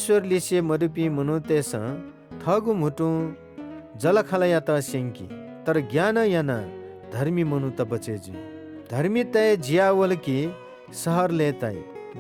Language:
Newari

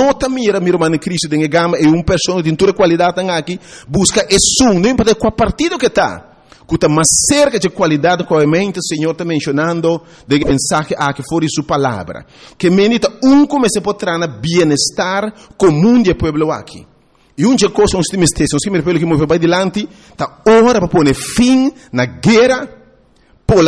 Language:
Papiamento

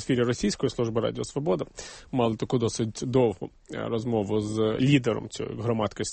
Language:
Ukrainian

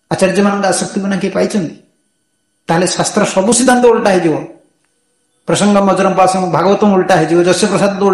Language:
Odia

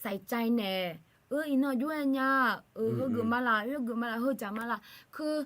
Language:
Akha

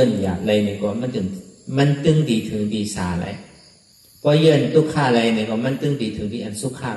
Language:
Shan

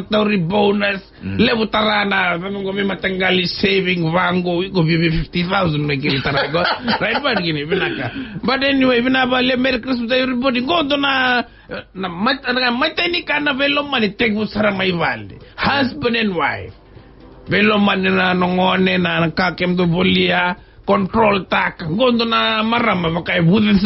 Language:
Fijian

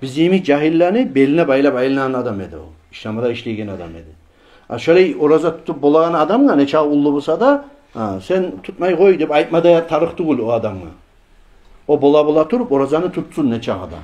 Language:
Kumyk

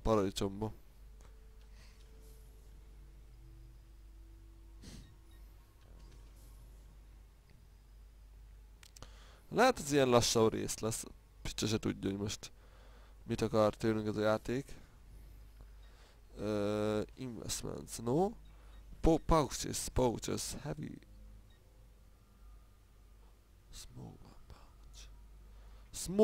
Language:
Hungarian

